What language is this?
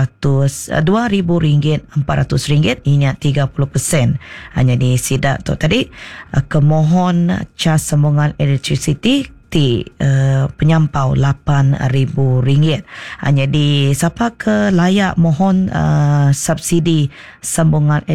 Iban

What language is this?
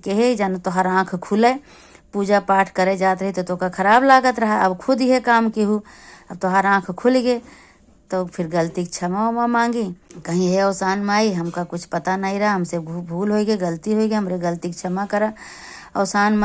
Awadhi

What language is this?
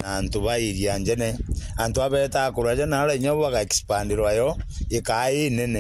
Meru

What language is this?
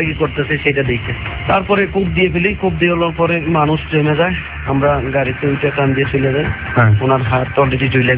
Bangla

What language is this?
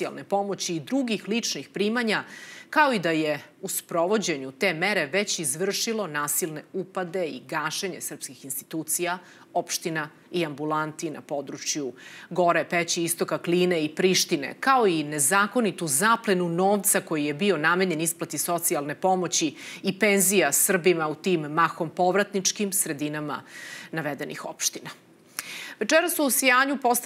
Serbian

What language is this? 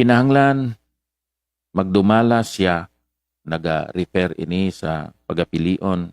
Hiligaynon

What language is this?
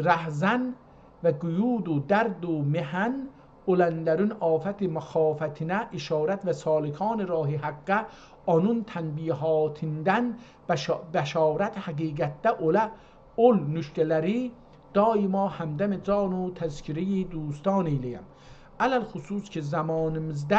South Azerbaijani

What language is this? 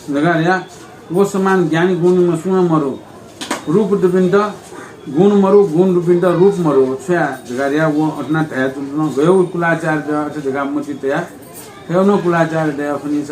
Newari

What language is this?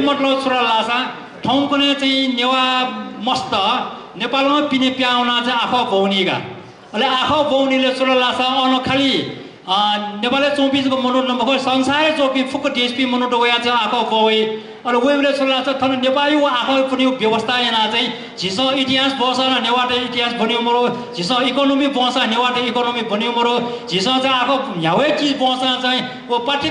Newari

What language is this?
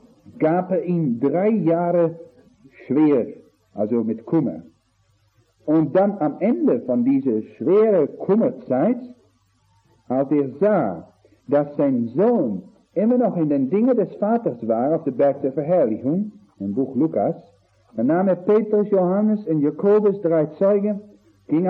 German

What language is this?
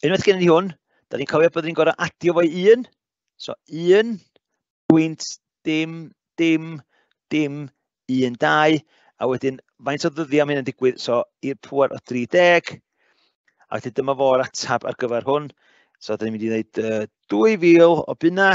Welsh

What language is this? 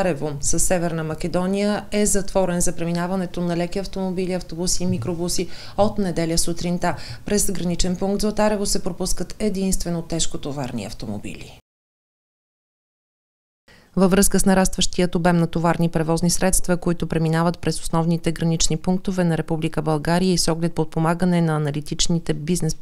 Bulgarian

